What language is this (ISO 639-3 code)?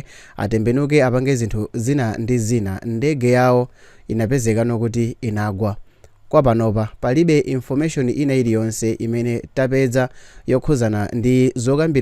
nya